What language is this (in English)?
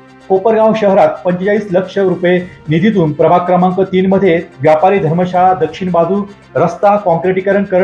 Marathi